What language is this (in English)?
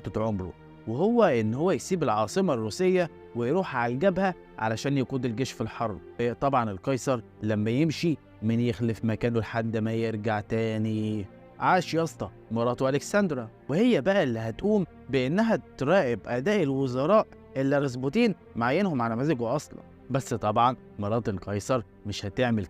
Egyptian Arabic